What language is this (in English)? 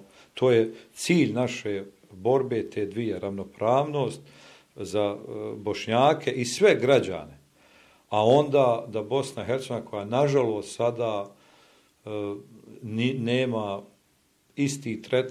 Bosnian